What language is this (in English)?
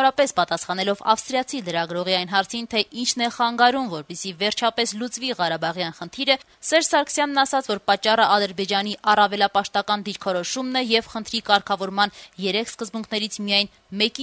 Armenian